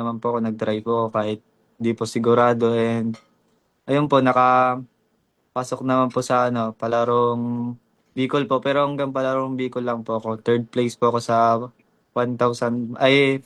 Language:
Filipino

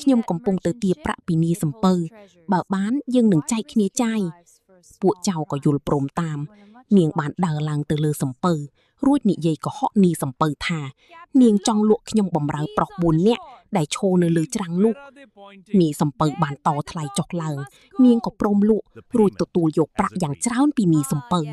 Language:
Khmer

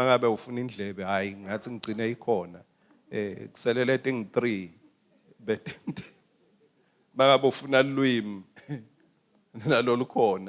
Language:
Swati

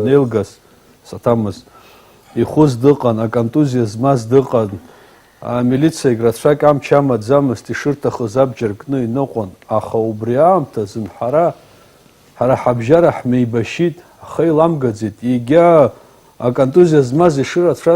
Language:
Abkhazian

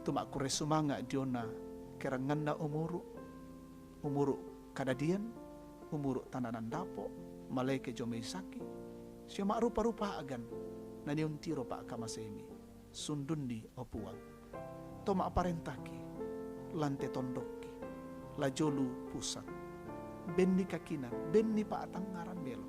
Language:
Toraja-Sa'dan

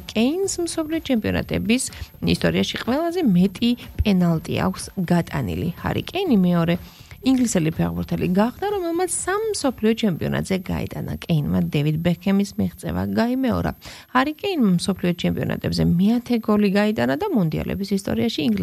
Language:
Georgian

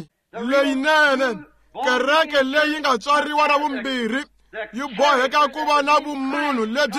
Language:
Tsonga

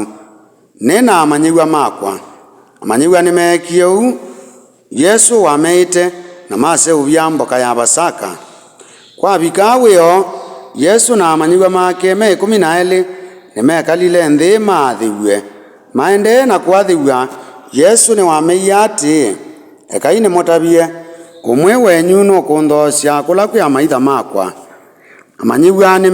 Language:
Kamba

